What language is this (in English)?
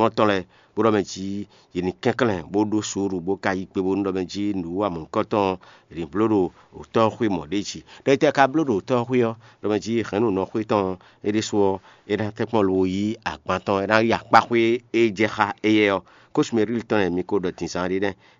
Fon